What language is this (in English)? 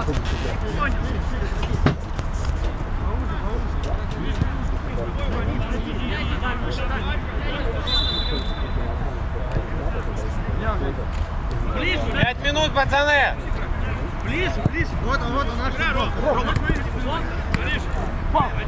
Russian